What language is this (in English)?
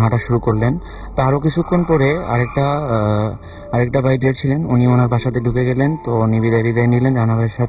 Bangla